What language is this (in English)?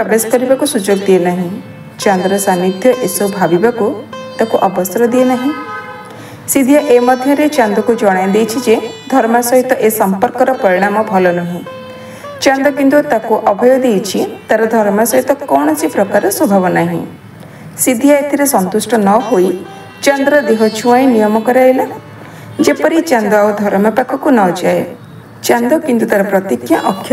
Odia